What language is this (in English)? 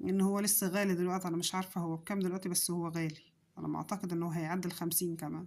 Egyptian Arabic